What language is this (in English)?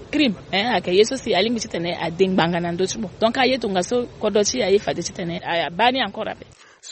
Sango